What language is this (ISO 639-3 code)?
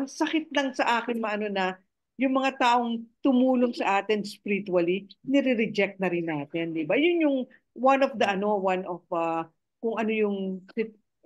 fil